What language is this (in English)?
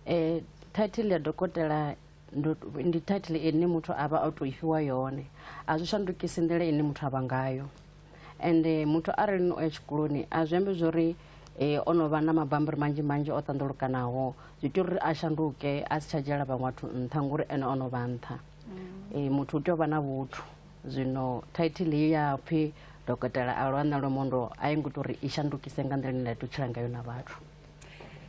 Venda